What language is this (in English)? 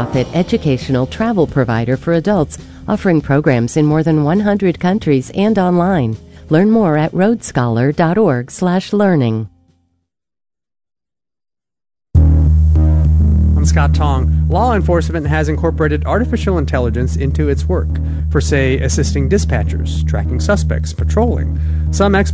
English